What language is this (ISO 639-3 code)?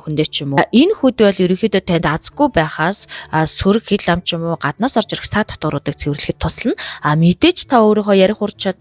mon